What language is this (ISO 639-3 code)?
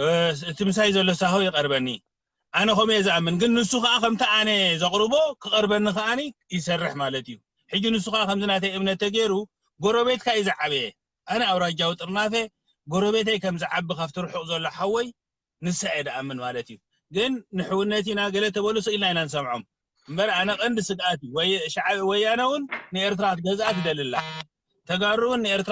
tir